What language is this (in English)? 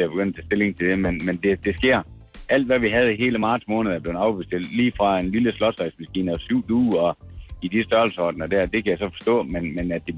Danish